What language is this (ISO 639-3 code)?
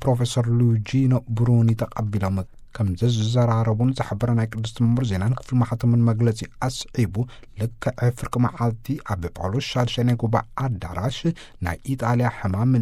tir